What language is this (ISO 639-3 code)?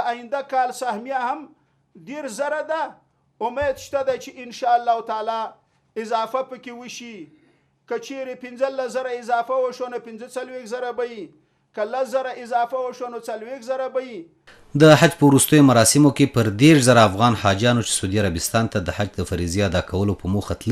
pus